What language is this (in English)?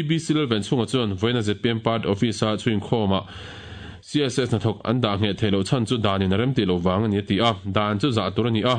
Mizo